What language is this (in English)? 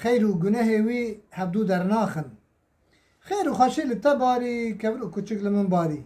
Kurdish